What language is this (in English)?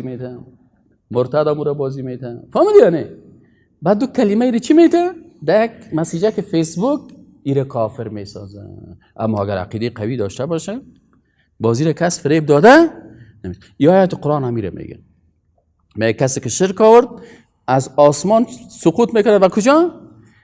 Persian